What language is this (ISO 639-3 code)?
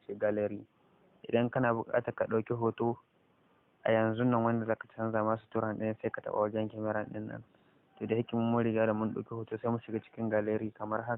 hau